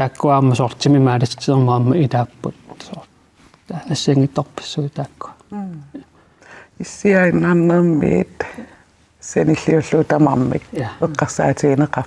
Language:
Kalaallisut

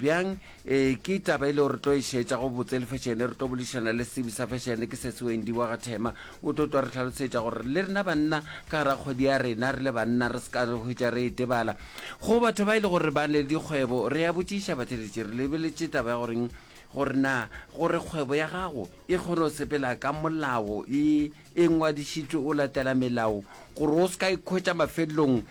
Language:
Northern Sotho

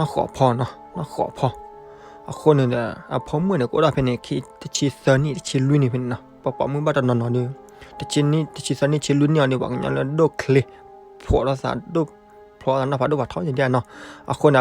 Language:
S'gaw Karen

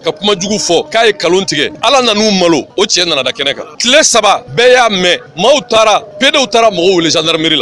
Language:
Bambara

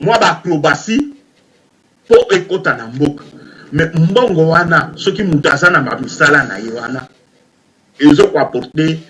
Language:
Lingala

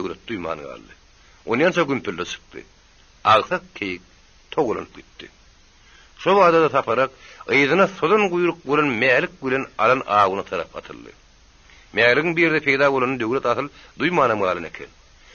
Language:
Turkmen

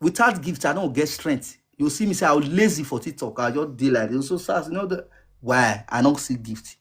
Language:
Nigerian Pidgin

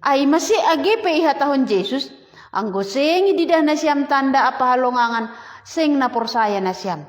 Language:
Batak Simalungun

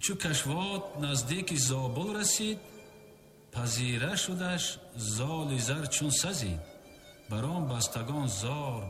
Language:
Tajik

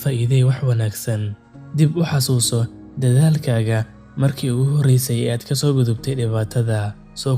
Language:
Somali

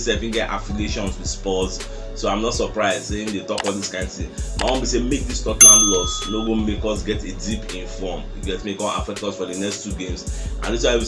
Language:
Nigerian Pidgin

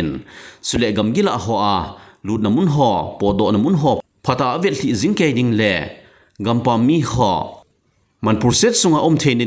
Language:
Thado Chin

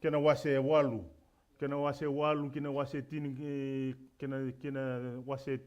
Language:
Fijian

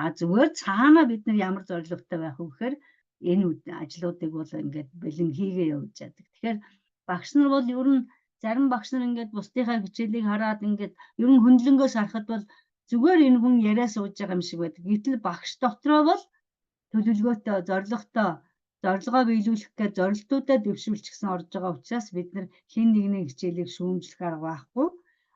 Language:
Mongolian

